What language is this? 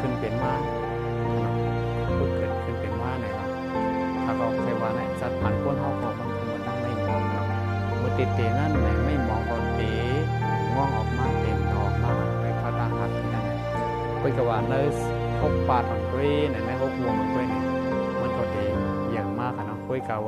Shan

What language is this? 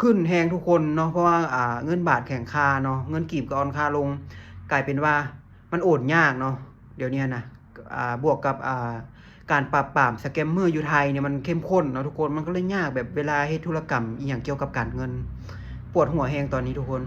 Lao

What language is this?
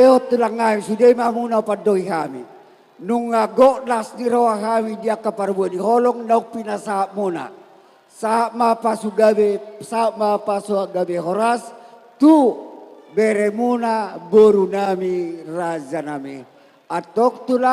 Batak Toba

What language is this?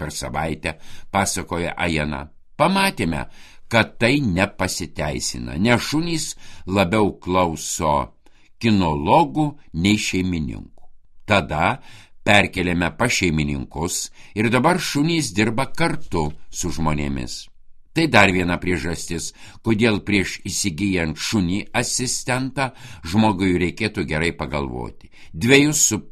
Lithuanian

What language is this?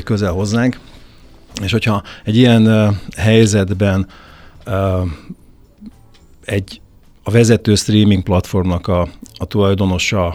Hungarian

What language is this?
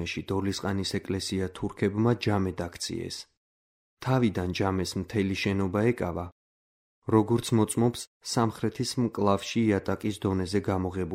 Georgian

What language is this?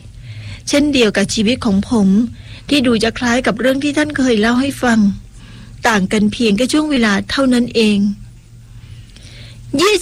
Thai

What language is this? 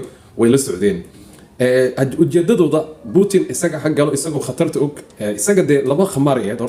Somali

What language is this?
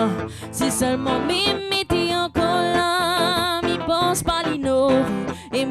Réunion Creole French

